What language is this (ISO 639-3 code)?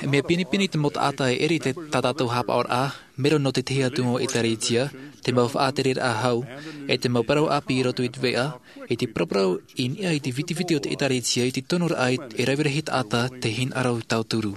tah